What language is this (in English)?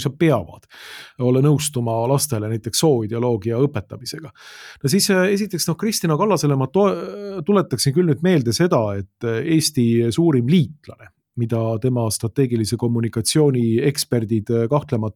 Estonian